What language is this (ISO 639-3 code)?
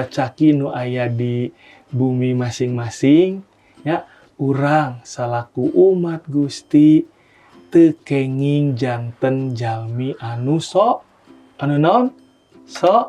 sun